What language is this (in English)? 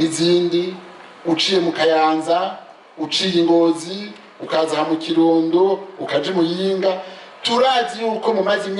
Rundi